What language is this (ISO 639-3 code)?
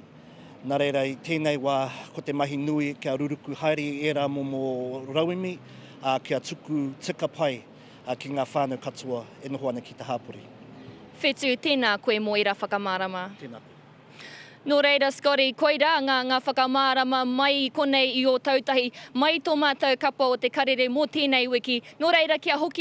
mri